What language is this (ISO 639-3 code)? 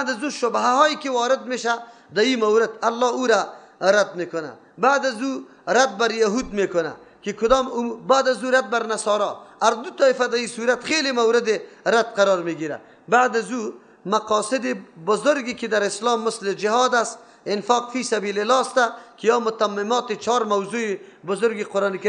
fas